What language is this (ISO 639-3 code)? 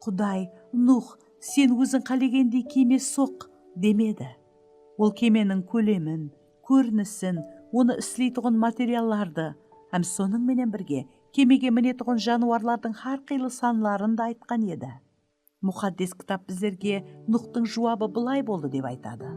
kaa